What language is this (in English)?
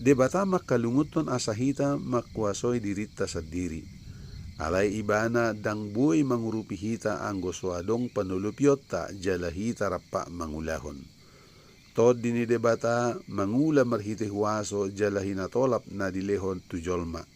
Batak Toba